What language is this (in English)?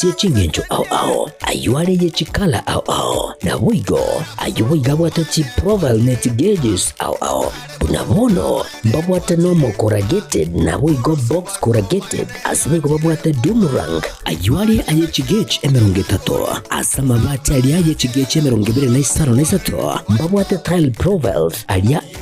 Gusii